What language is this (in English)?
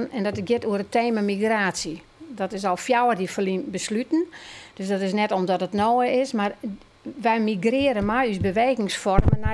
Western Frisian